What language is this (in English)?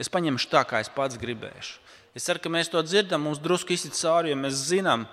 Latvian